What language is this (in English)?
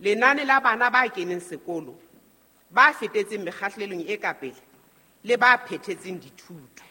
Southern Sotho